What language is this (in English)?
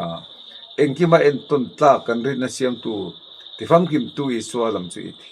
Mizo